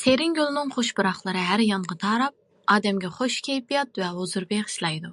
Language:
Uyghur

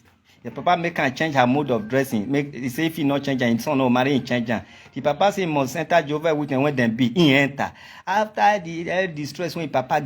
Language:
Nigerian Pidgin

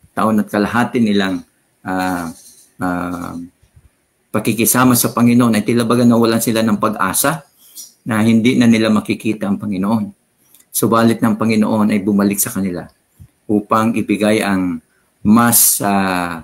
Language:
Filipino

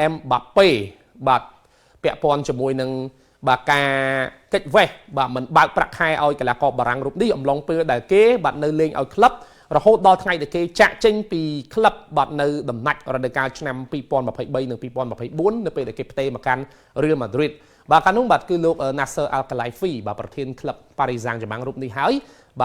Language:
Khmer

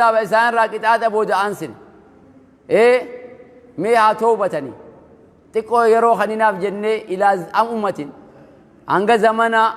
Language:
Oromo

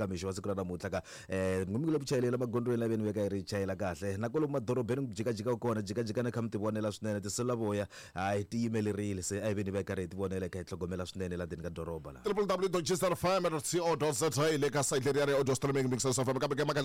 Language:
Tsonga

